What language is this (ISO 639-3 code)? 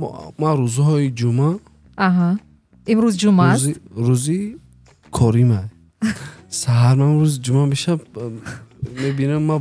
tgk